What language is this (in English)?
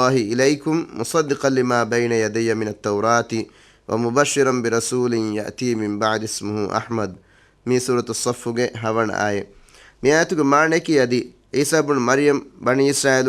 Divehi